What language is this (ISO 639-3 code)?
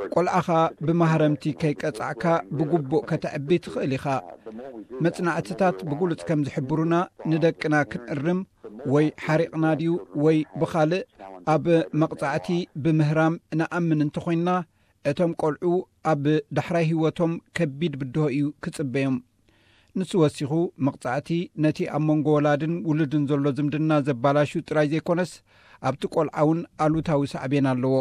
tir